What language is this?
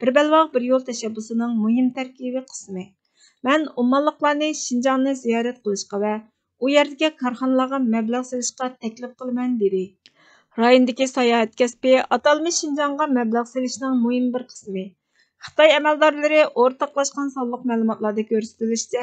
Uyghur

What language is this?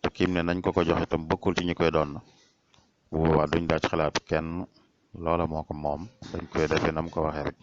Wolof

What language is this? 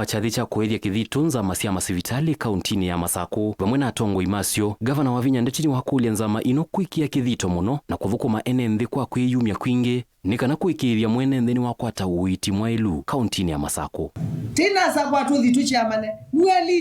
Kamba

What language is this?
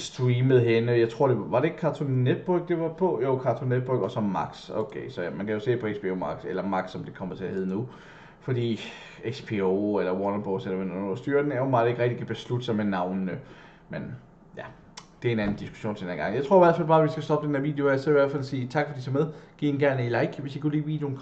Danish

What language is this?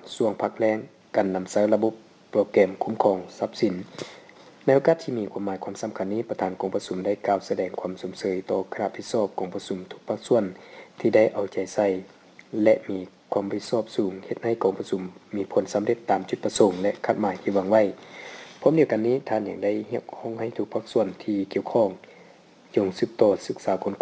Lao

